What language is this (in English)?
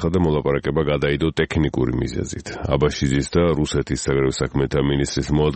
Georgian